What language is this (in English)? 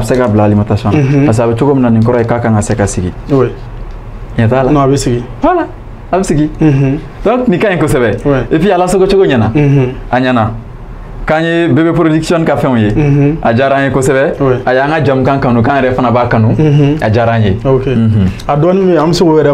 Bambara